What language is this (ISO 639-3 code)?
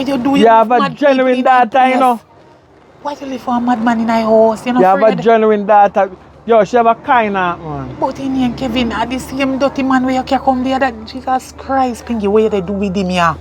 jam